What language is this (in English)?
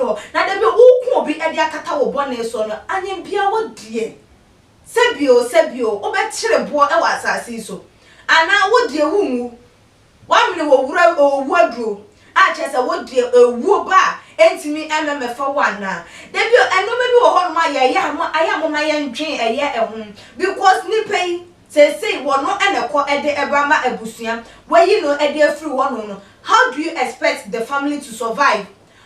Akan